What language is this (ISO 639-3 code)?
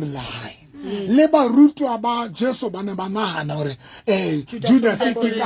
sot